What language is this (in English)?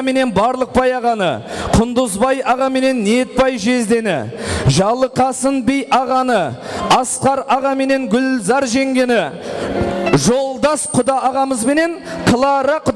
Kara-Kalpak